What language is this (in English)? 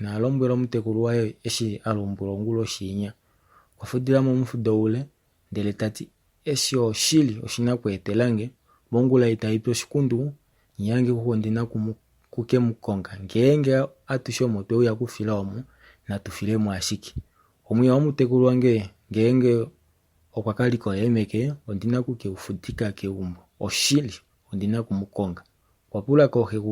Kuanyama